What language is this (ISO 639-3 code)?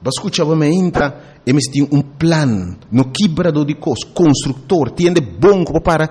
pap